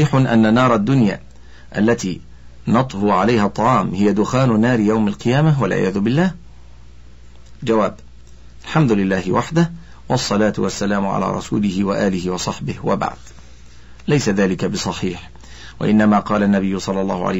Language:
Arabic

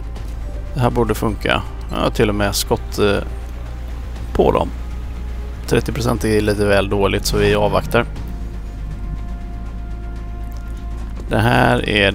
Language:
Swedish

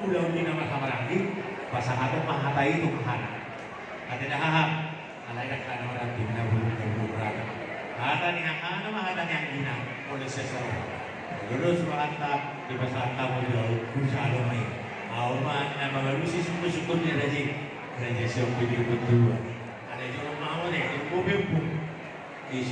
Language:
Batak Toba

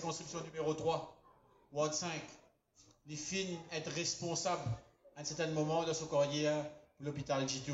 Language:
Morisyen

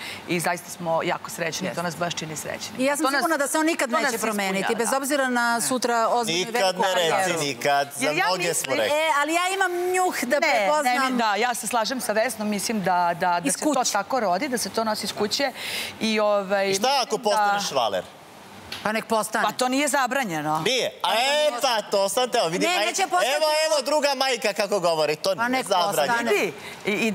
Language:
Serbian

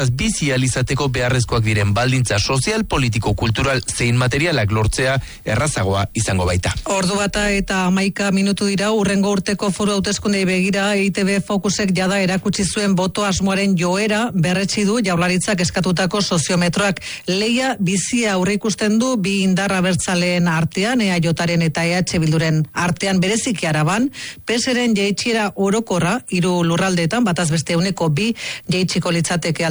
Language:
Basque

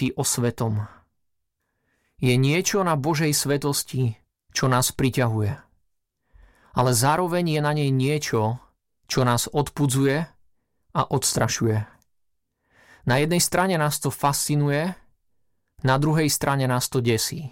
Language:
Slovak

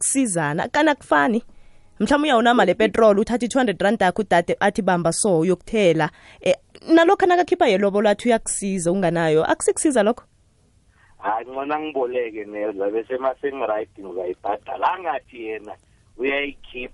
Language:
South Ndebele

